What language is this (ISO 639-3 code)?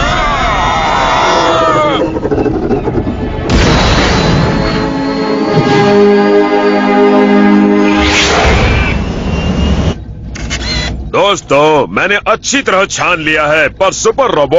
hin